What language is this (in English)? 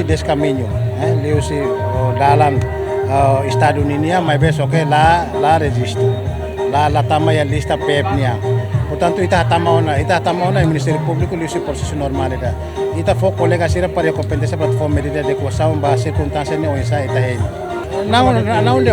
Tetum